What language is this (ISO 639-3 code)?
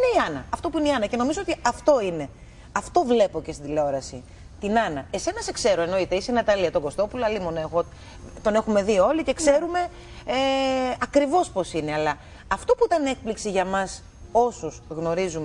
ell